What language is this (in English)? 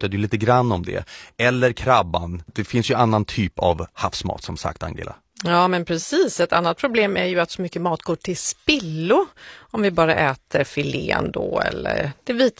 Swedish